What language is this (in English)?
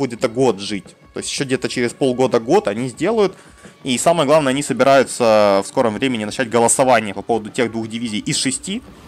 Russian